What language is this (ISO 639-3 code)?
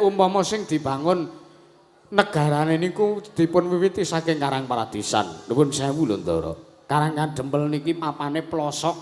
jav